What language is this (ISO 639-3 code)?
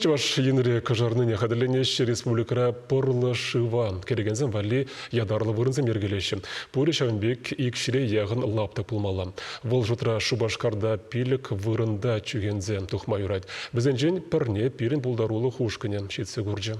chv